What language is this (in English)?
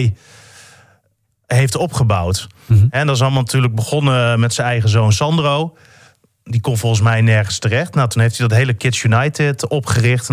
Dutch